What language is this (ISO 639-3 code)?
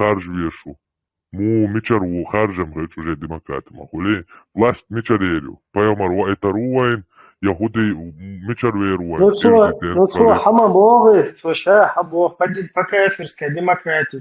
che